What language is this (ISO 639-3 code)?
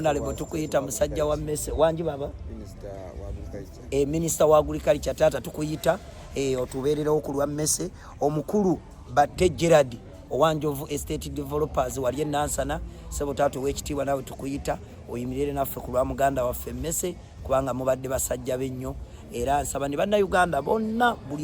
lug